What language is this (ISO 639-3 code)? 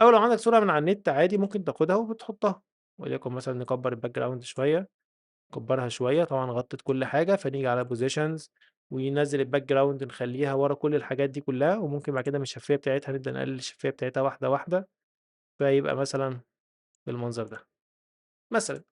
arz